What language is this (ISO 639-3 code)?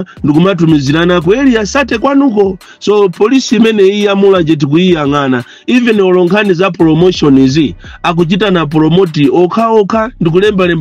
nya